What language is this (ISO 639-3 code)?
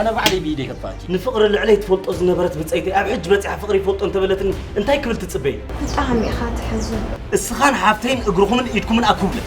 tir